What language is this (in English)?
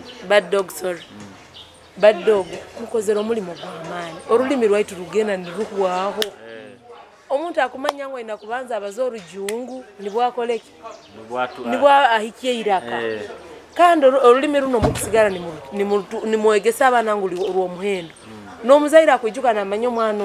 Nyoro